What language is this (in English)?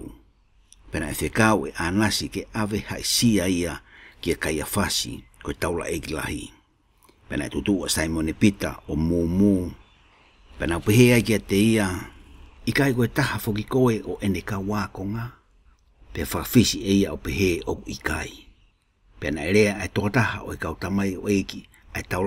Tongan